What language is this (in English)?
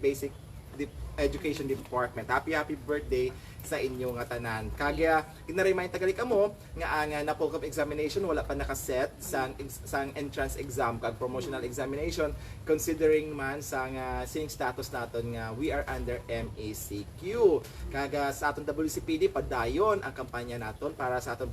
Hiligaynon